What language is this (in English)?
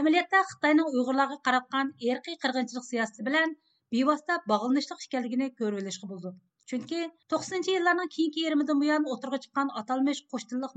Uyghur